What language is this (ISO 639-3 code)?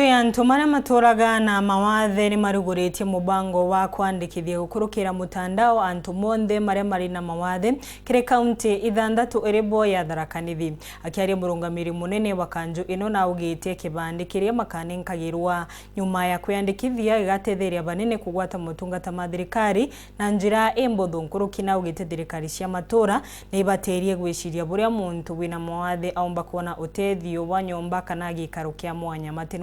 mer